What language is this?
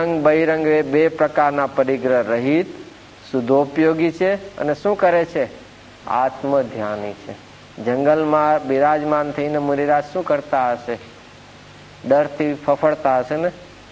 Gujarati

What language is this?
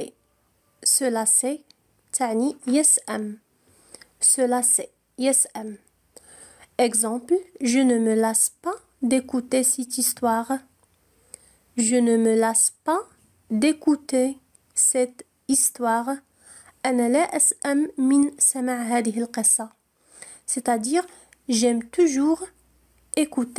French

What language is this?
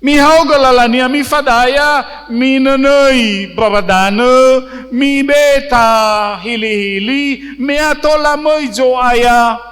Nias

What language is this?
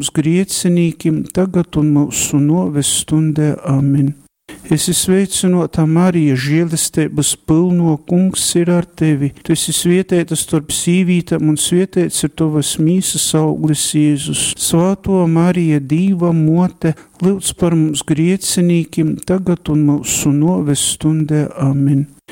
Latgalian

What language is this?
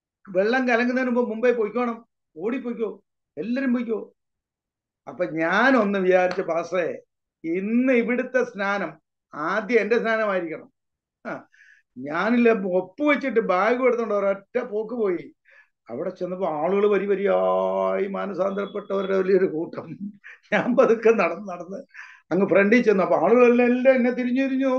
Malayalam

